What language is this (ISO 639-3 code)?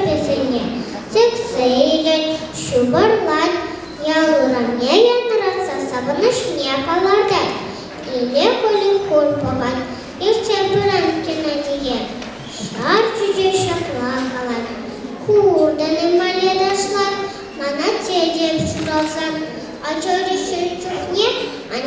chv